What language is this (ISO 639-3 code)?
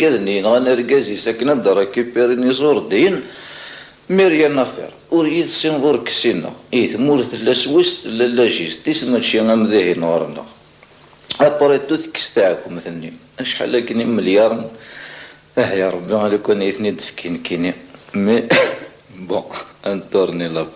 kab